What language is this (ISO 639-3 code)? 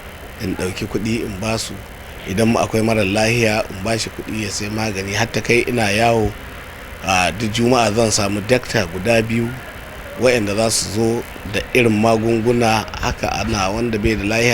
hau